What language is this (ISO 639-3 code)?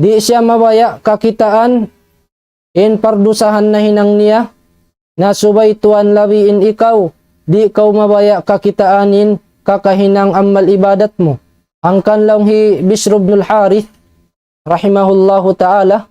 tsg